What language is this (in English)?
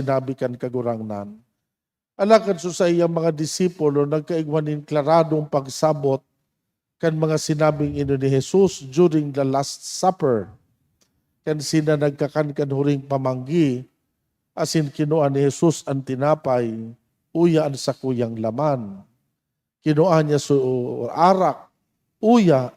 Bikol